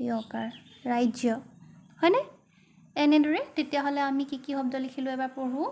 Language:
Assamese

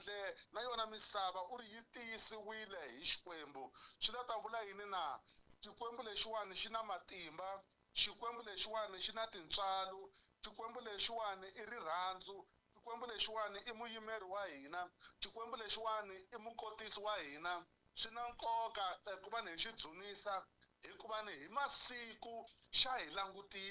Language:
Tsonga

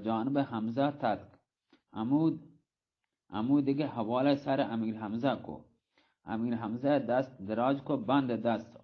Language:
Baluchi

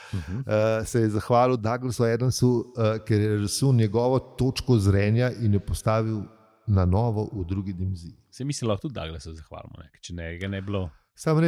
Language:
Slovenian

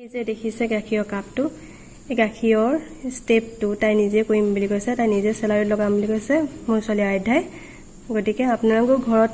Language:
Assamese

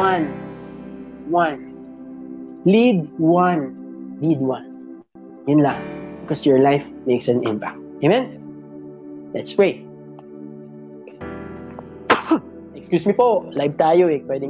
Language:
Filipino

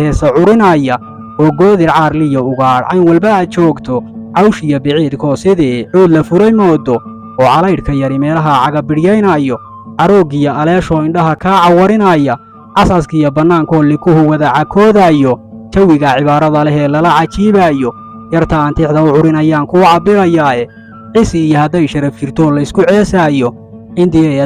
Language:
Somali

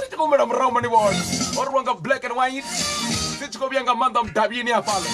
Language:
Venda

